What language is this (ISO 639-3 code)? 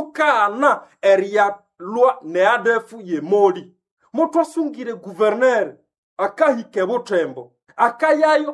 nnb